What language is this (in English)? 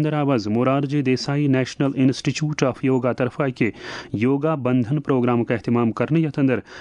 Kashmiri